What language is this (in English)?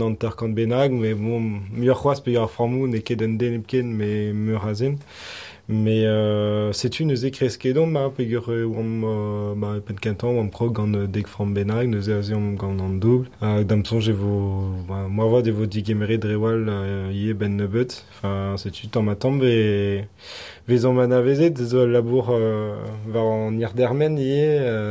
Breton